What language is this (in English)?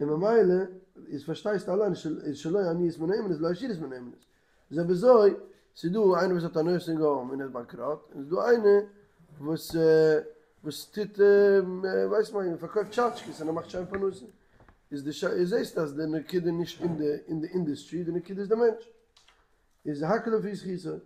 Yiddish